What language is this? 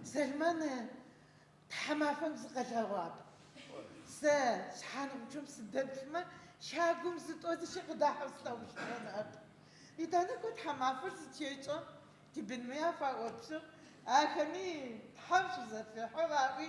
Adyghe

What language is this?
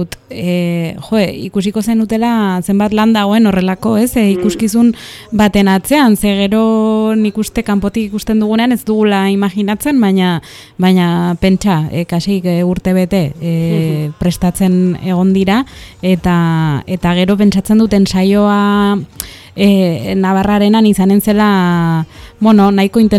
Basque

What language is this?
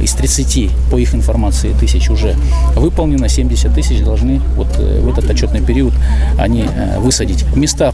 Russian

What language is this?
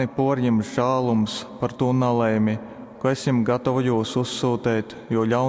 Latgalian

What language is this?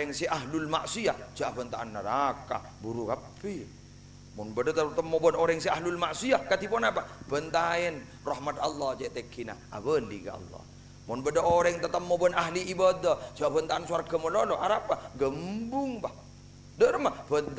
Madurese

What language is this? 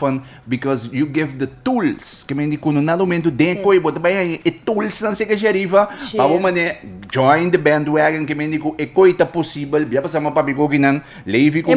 Papiamento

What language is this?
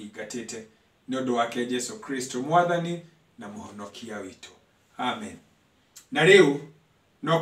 Kikuyu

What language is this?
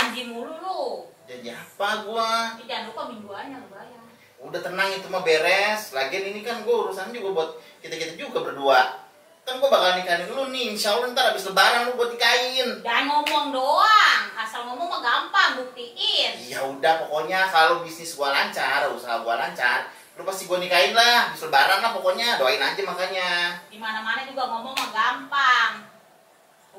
Betawi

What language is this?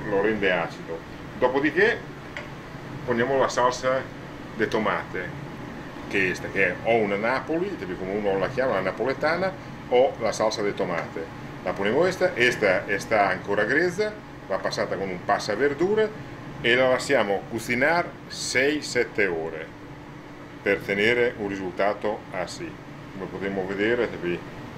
Catalan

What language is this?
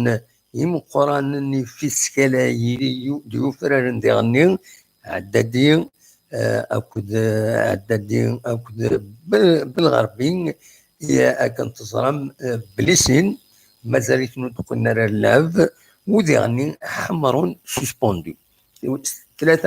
Kabyle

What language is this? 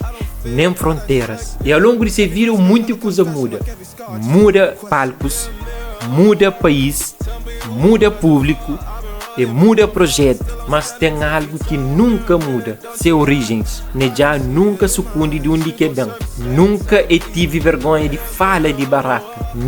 Kabuverdianu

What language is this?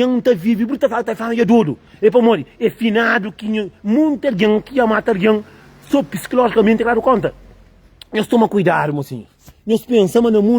Kabuverdianu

